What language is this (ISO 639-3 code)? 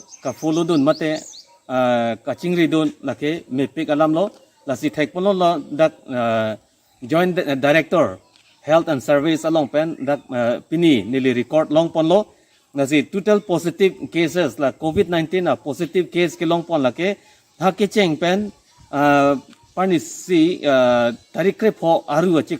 mjw